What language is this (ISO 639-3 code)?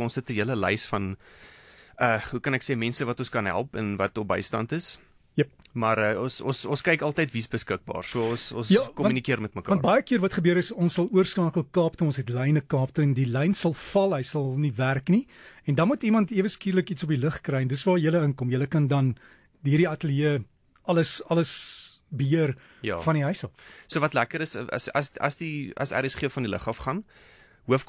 afr